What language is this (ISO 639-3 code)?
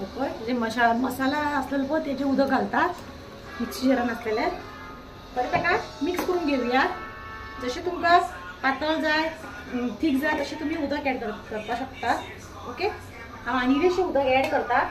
kok